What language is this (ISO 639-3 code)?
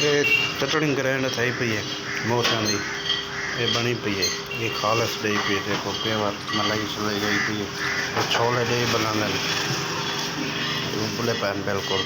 skr